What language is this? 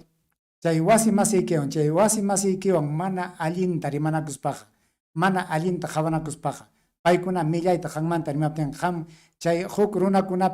Ayacucho Quechua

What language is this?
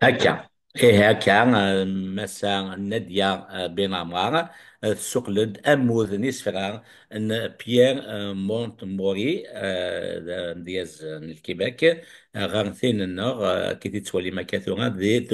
Kabyle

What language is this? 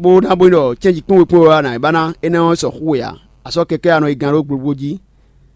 Fon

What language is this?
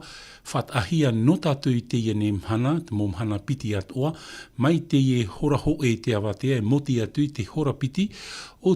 Tahitian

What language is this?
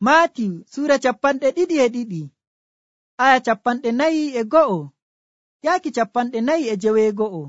Nigerian Fulfulde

